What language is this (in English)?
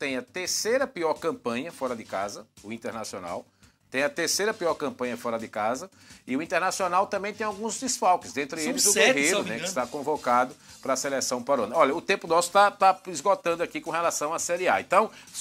Portuguese